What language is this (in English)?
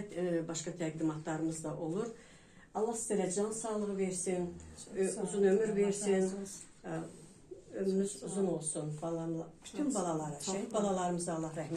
Azerbaijani